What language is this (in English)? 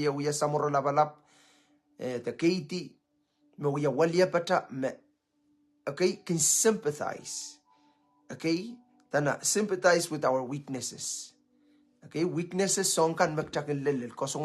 Pohnpeian